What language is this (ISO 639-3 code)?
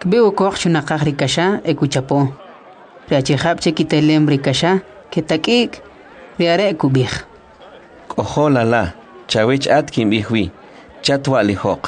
quc